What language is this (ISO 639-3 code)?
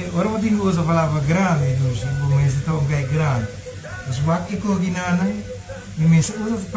pap